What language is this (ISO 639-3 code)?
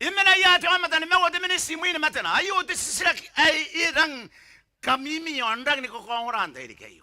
gil